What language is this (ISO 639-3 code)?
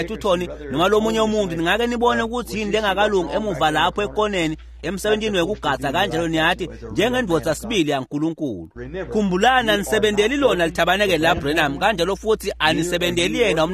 ssw